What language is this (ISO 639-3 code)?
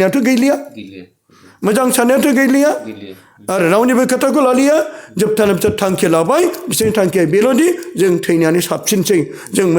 brx